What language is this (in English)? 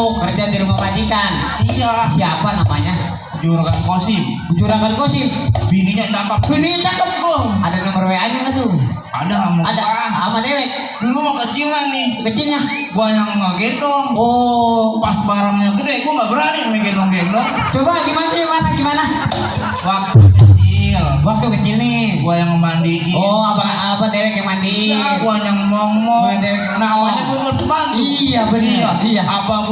Betawi